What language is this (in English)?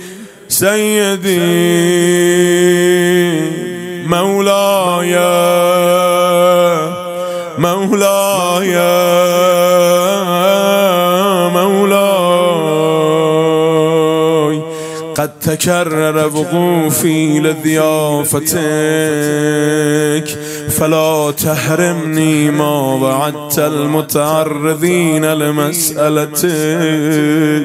Persian